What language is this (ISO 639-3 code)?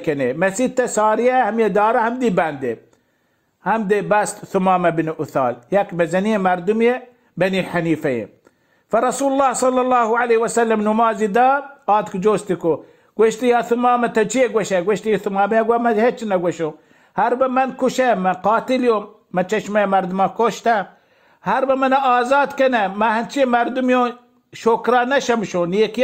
bal